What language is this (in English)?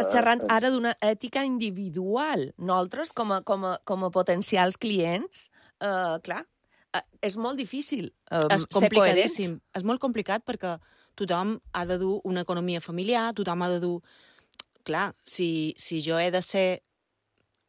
Catalan